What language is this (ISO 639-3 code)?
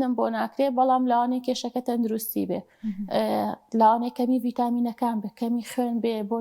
ckb